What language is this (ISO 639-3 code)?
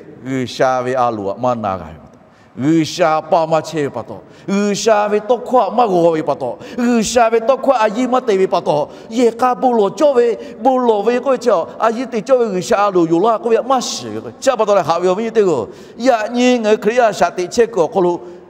lhu